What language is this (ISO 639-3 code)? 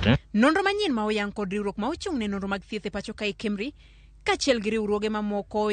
luo